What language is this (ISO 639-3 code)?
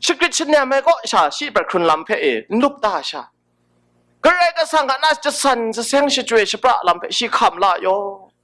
kac